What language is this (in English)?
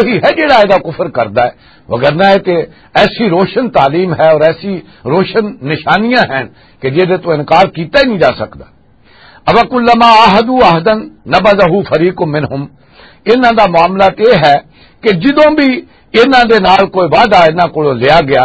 Western Panjabi